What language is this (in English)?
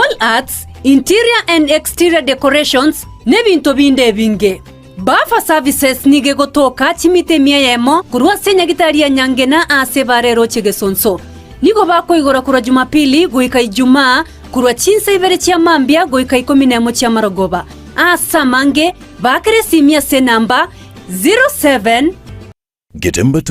Gusii